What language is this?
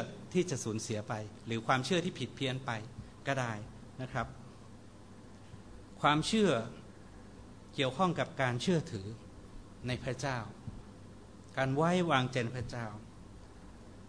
Thai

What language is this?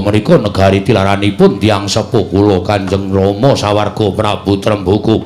Javanese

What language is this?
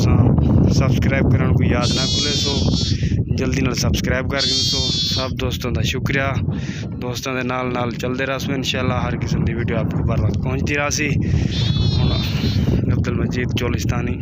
Saraiki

